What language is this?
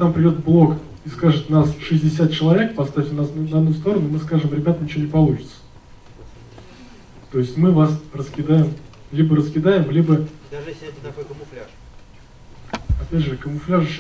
Russian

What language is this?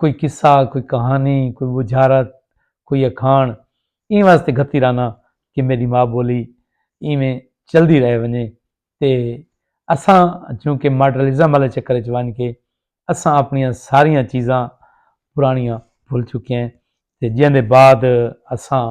Saraiki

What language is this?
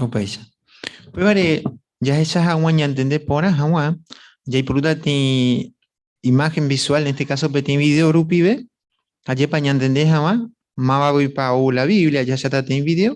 Guarani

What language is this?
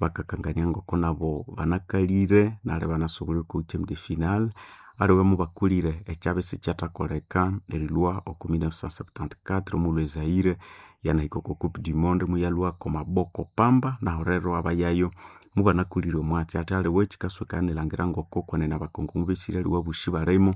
Nande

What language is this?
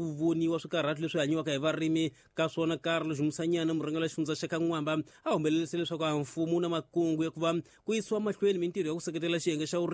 Tsonga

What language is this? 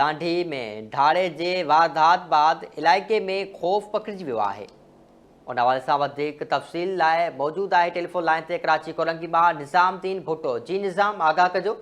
Sindhi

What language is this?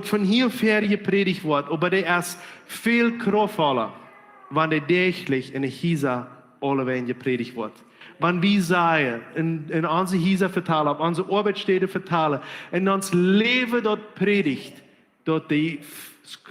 Plautdietsch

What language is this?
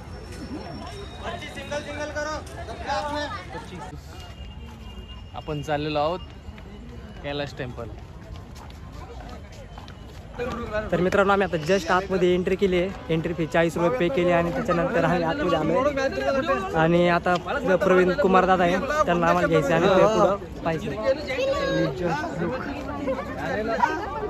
Marathi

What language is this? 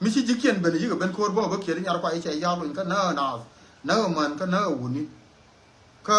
Nuer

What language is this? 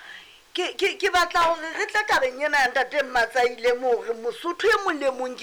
Southern Sotho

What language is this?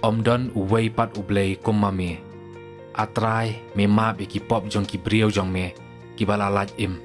Khasi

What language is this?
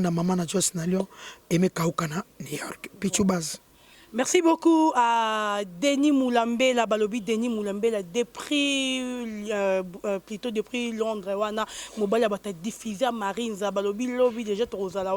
Lingala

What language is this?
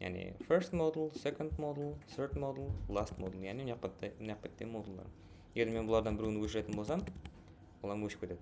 Kara-Kalpak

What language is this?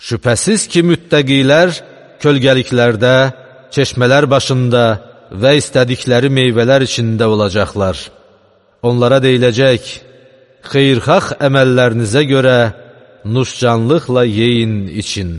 Azerbaijani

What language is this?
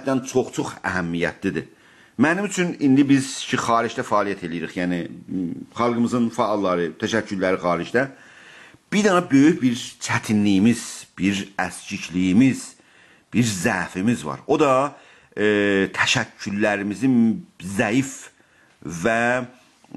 South Azerbaijani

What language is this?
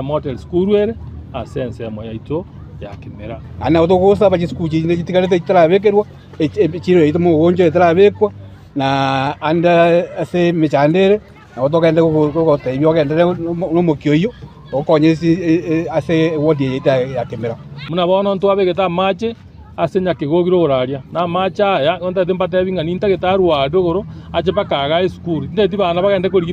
Gusii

